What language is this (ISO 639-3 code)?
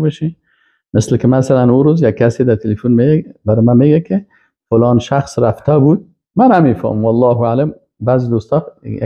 fas